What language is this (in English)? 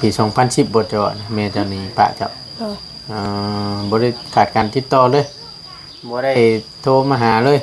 Lao